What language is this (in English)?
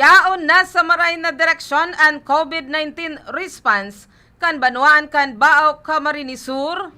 Bikol